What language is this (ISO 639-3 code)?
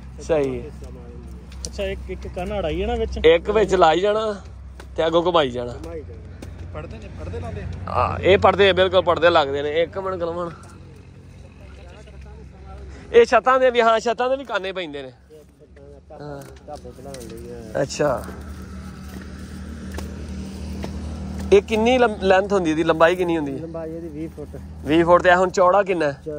pan